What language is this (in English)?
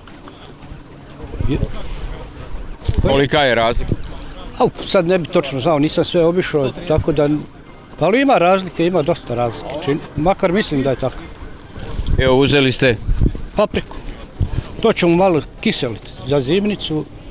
Serbian